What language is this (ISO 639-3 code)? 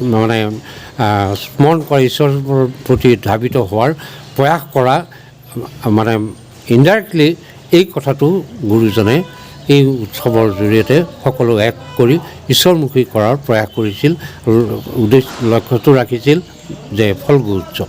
asm